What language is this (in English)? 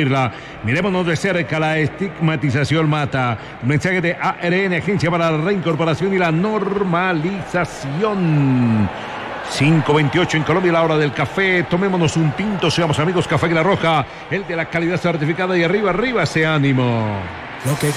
Spanish